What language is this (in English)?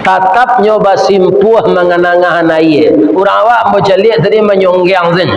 Minangkabau